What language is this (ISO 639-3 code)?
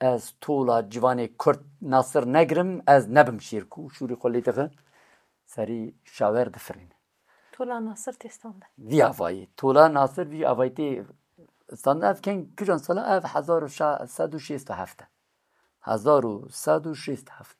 kur